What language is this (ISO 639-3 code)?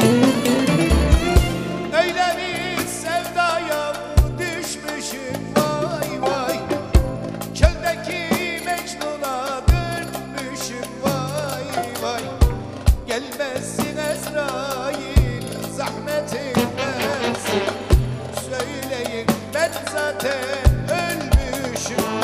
tur